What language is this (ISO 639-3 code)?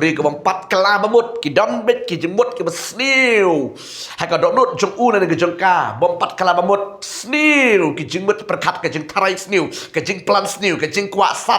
kha